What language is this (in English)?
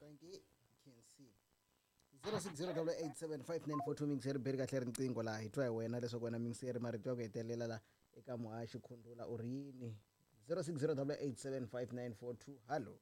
Tsonga